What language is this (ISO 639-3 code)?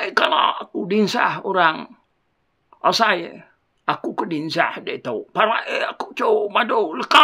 iba